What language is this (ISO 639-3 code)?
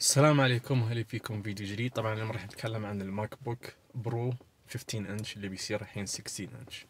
ars